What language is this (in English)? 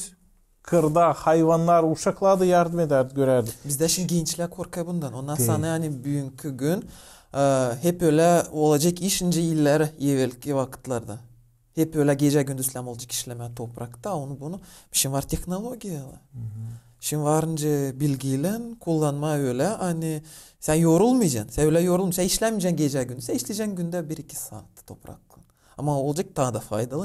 Gagauz